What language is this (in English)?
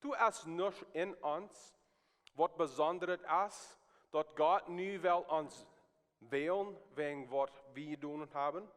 Plautdietsch